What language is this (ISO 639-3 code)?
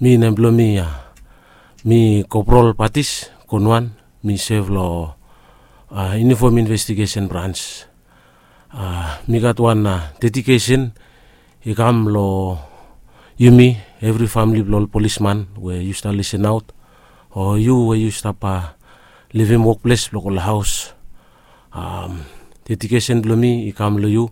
bis